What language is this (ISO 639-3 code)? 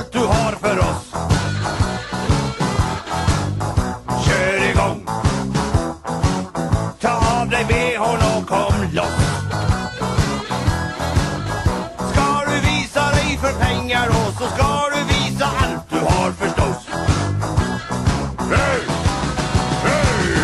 swe